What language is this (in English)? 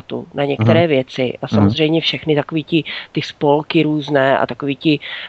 Czech